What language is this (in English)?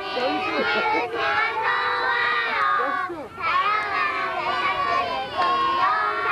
Korean